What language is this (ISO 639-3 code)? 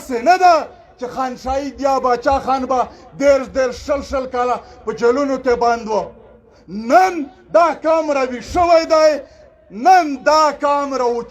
pus